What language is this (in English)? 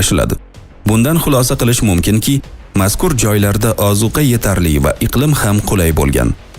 Uzbek